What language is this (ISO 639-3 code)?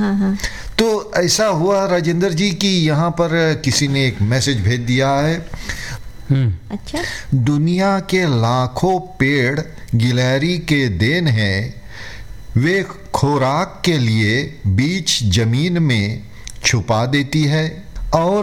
hin